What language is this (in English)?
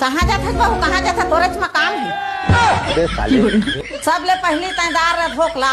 Chhattisgarhi